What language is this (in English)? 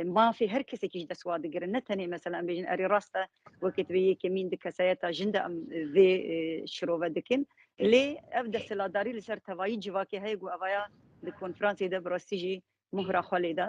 Kurdish